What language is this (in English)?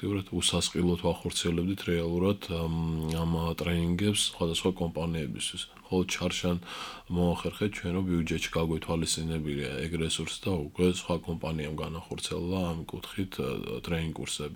Georgian